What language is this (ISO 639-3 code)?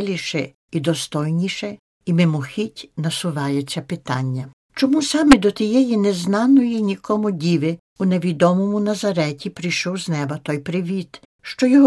ukr